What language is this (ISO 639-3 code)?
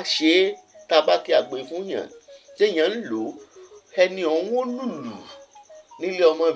yor